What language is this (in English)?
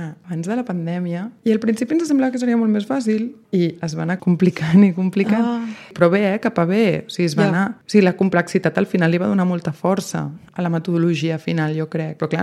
Catalan